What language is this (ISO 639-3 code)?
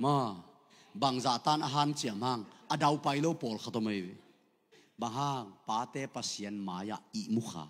ctd